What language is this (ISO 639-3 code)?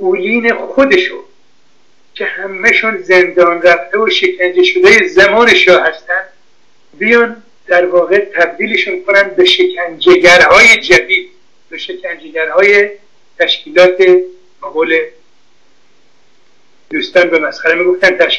fas